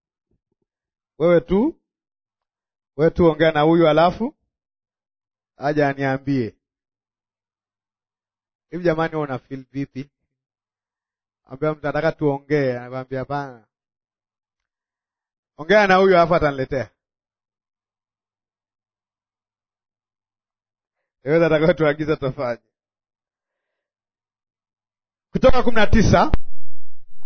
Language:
Swahili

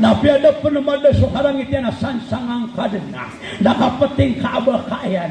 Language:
Maranao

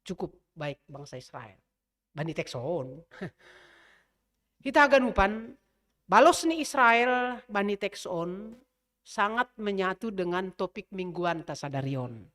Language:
Batak Simalungun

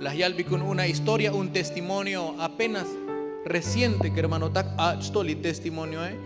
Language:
Tzotzil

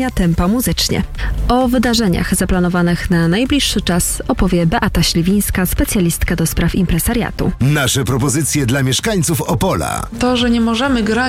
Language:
Polish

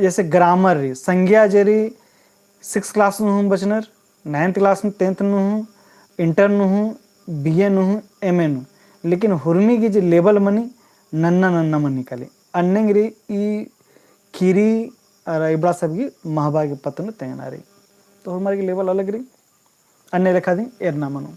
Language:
Kurukh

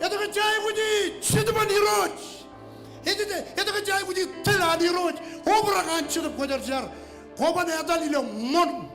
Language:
Marshallese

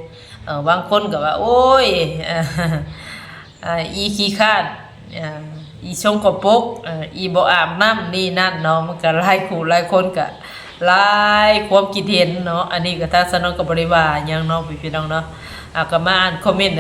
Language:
Northeastern Thai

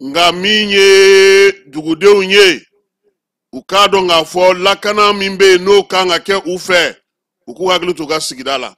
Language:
Bambara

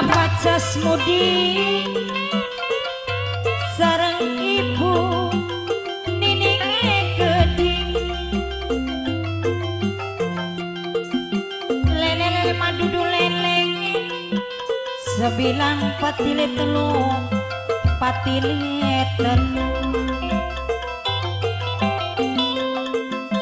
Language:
Javanese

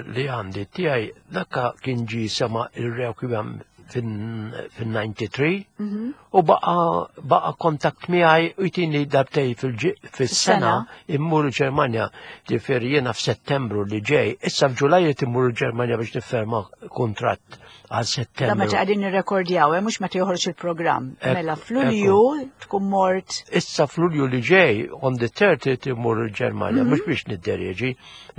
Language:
Maltese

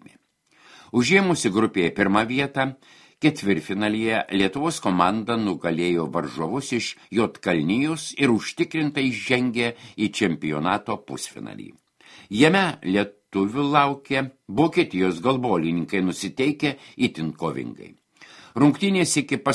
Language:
Lithuanian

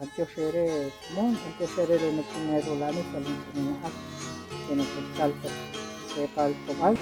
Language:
Kekchí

